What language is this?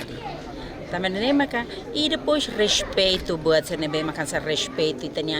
Tetum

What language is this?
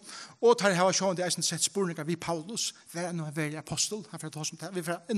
Faroese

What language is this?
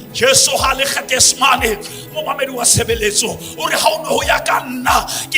Southern Sotho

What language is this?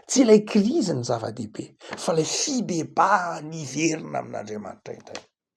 Malagasy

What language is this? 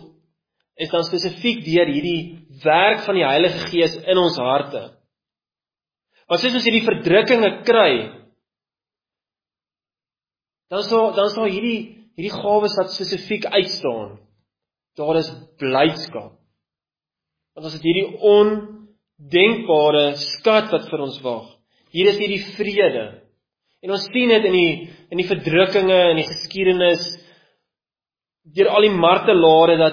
Afrikaans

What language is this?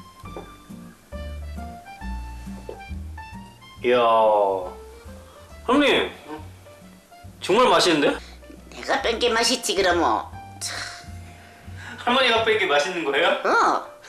Korean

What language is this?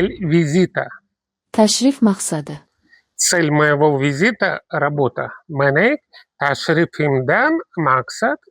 Uzbek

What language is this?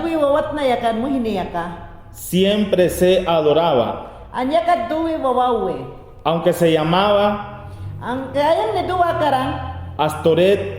Mayangna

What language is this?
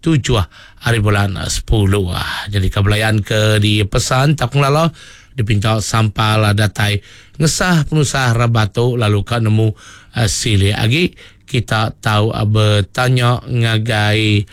Iban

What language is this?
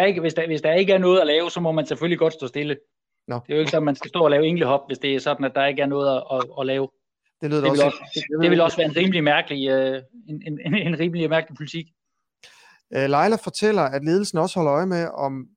Danish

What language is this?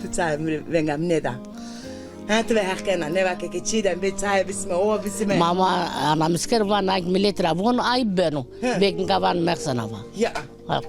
Zaza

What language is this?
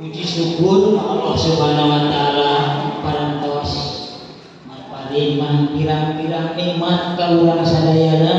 Sundanese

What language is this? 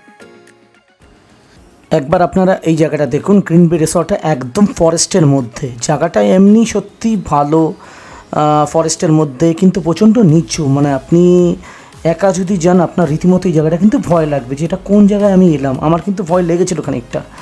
Bangla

